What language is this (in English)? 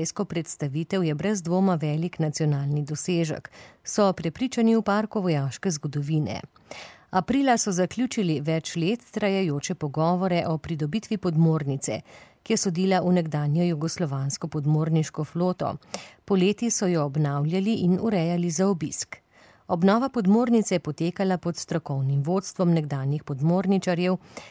Slovenian